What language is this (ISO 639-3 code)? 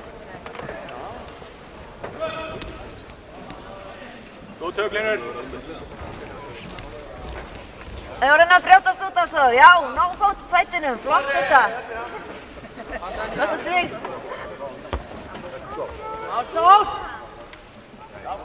isl